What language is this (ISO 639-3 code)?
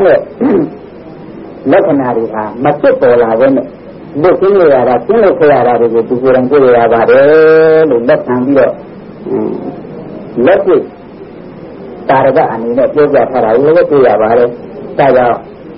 mya